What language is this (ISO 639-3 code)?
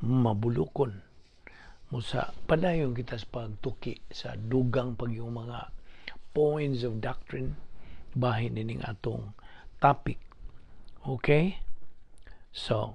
ceb